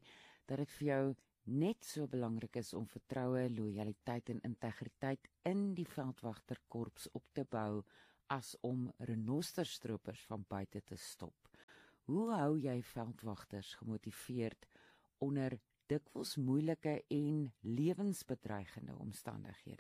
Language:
Afrikaans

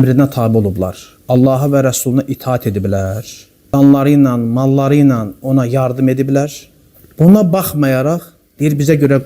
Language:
Azerbaijani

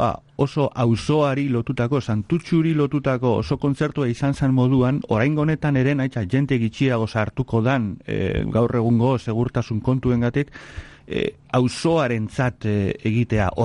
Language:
Basque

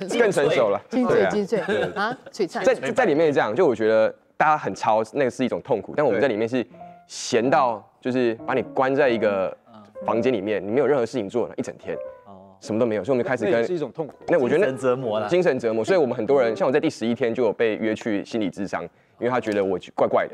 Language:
Chinese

